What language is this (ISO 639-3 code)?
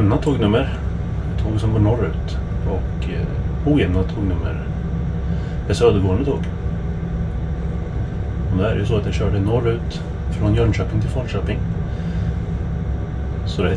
swe